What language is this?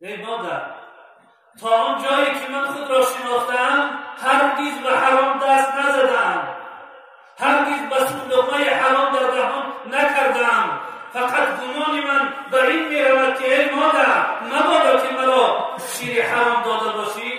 Tajik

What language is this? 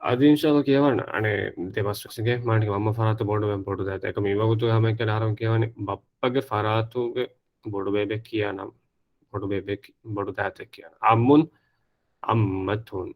Divehi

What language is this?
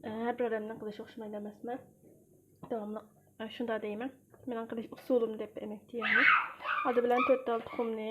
Uyghur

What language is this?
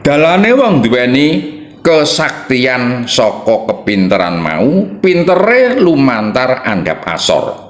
Javanese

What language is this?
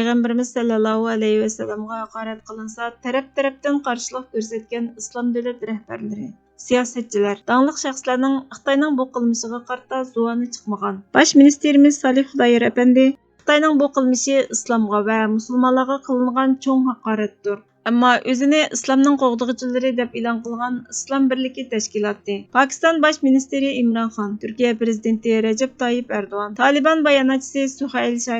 Uyghur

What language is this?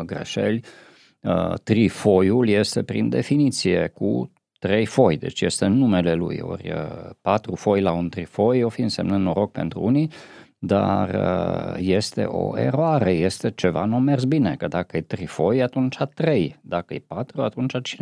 Romanian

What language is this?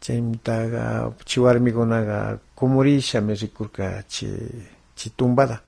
Galician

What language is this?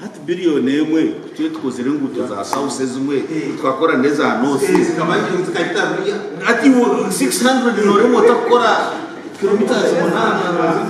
Nyankole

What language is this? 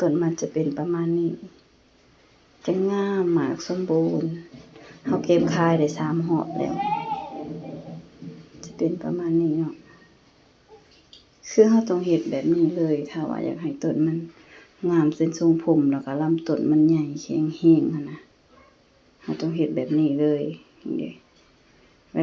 Lao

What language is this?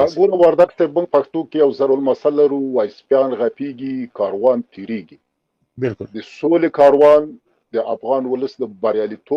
Pashto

